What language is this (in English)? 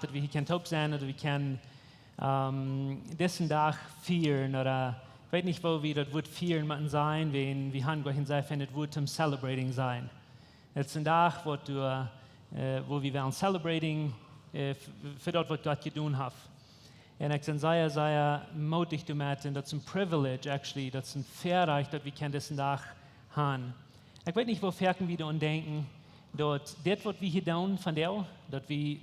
Plautdietsch